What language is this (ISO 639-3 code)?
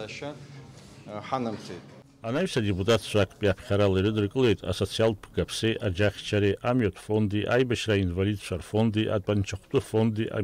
abk